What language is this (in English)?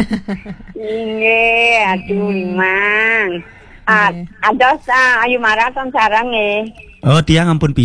Balinese